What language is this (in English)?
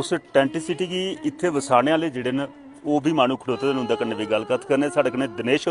Dogri